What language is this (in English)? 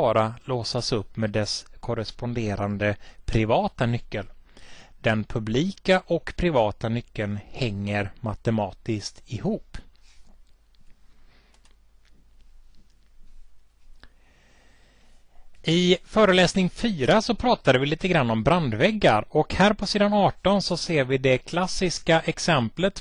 Swedish